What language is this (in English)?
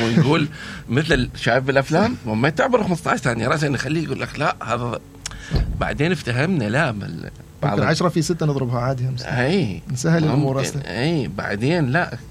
Mesopotamian Arabic